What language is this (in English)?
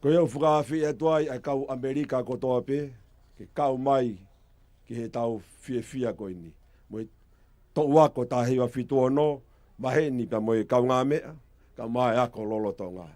Tongan